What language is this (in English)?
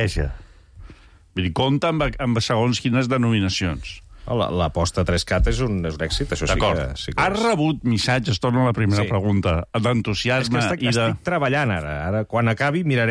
Catalan